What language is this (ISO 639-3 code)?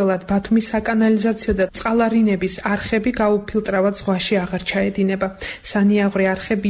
kat